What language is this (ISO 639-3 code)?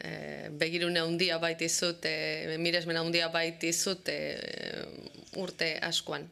eus